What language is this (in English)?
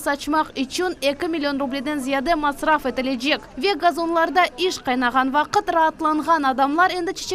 Crimean Tatar